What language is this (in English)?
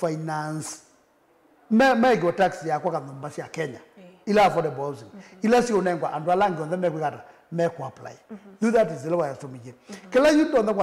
Kamba